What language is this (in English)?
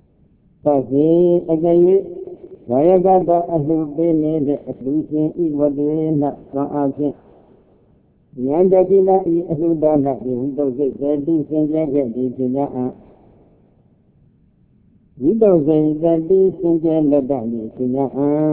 Burmese